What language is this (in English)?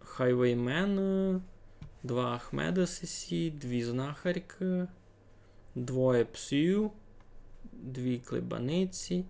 Rusyn